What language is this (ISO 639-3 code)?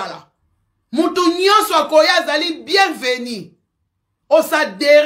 lin